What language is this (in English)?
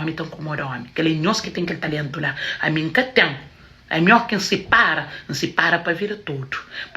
Kabuverdianu